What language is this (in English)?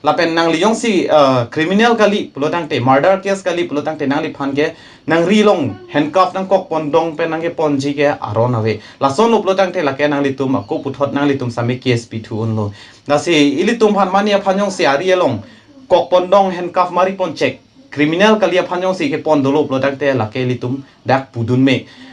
Karbi